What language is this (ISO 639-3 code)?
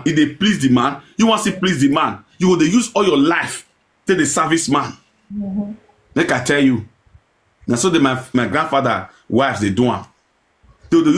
pcm